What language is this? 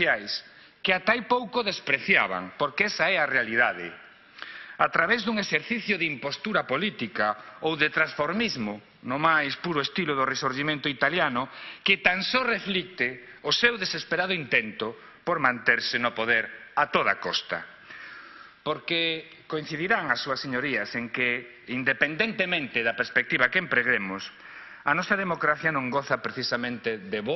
Galician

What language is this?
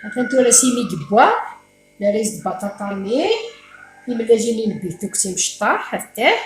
Kabyle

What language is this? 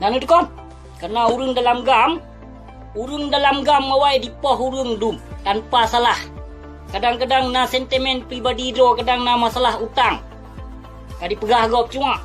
Achinese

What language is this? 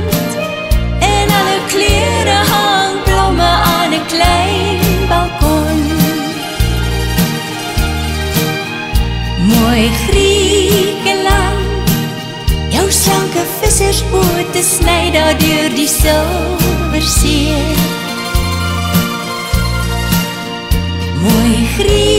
Afrikaans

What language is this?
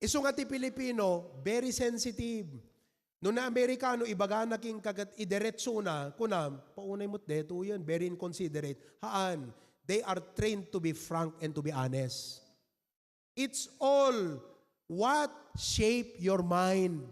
Iloko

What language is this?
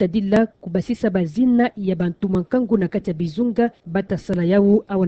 Kituba (Democratic Republic of Congo)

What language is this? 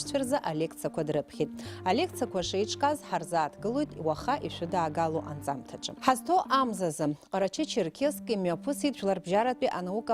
Abkhazian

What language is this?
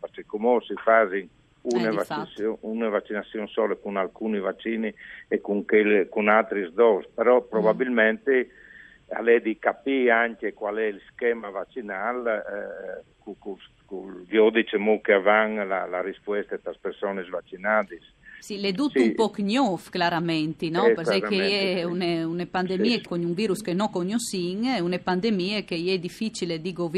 Friulian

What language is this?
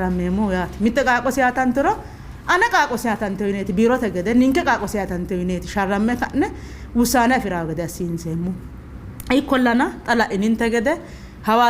Sidamo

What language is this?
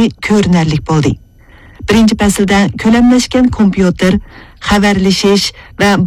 Uyghur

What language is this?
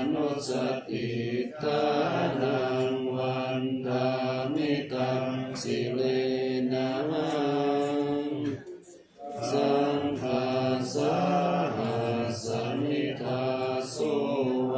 Pali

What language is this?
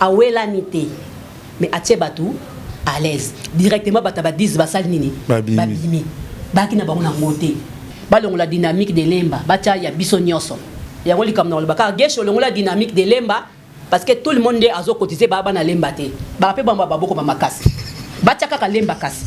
Lingala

